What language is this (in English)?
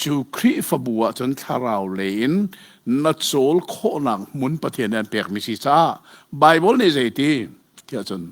Hakha Chin